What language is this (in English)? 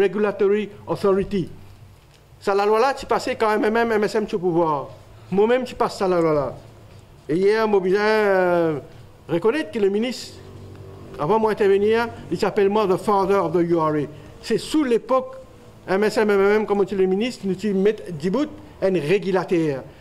Morisyen